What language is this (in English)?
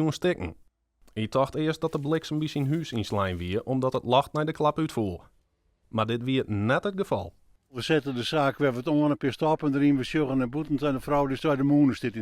Western Frisian